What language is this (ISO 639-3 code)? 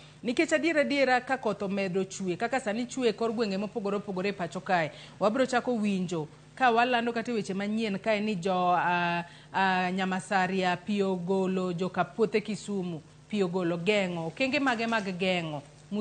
luo